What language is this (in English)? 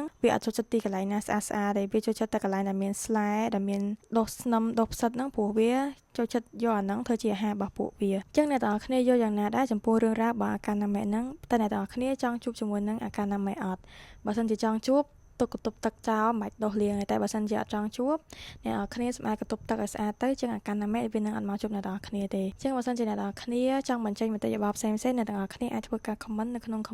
Khmer